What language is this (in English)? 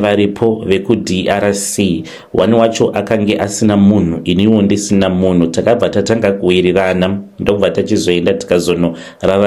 Shona